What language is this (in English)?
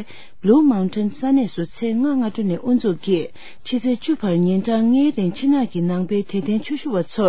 Tibetan